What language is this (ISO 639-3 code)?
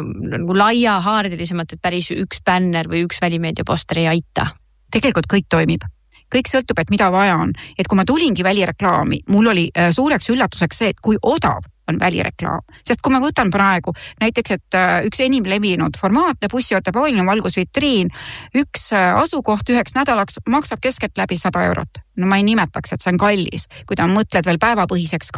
est